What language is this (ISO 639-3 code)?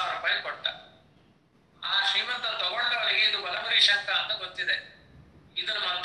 kan